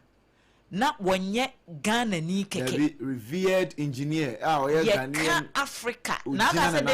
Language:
Akan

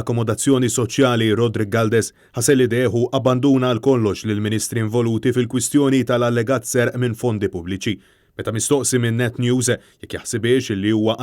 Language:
Maltese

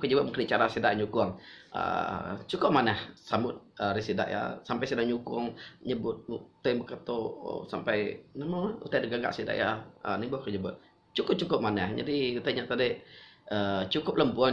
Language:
Iban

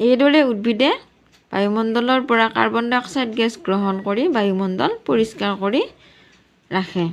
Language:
Assamese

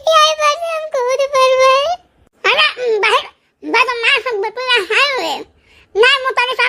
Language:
Awadhi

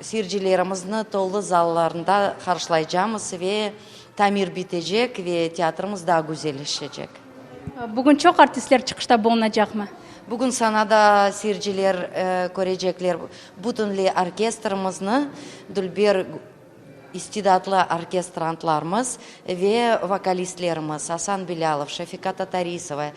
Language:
Crimean Tatar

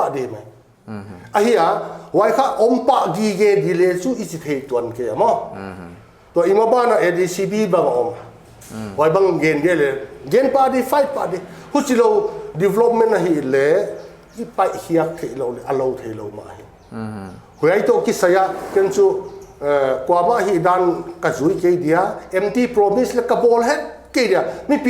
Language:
Paite Chin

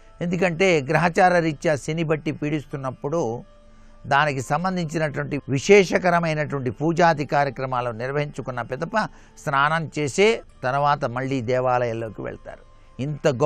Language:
Telugu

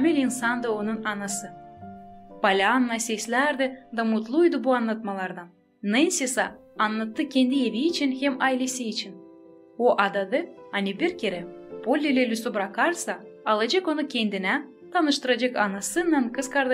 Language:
Gagauz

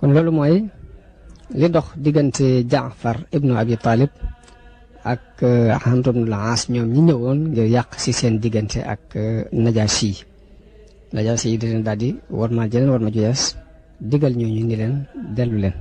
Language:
Wolof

